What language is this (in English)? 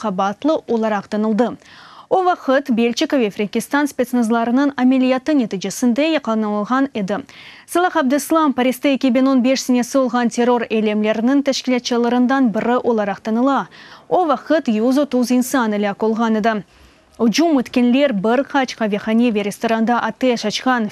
Crimean Tatar